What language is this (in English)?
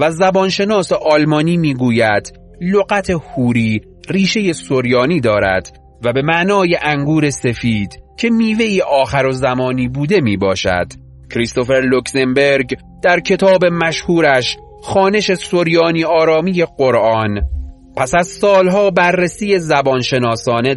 Persian